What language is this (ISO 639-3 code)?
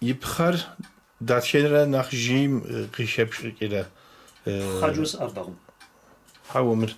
kbd